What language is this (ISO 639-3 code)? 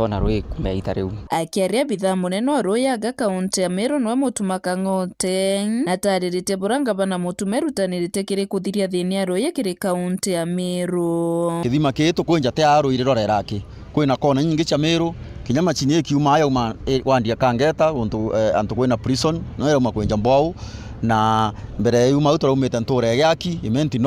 mer